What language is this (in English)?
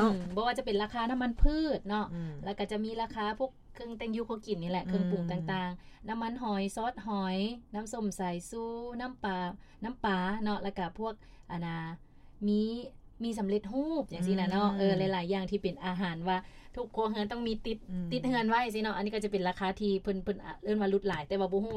Lao